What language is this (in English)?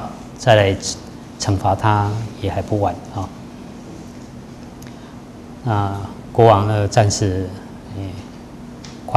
Chinese